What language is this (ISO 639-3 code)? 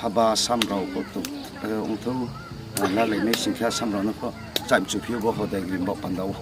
ria